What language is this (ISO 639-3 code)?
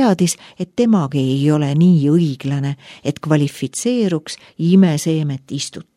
est